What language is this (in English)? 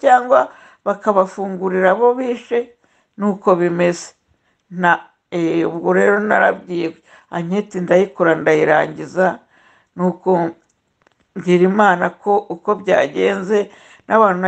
Kinyarwanda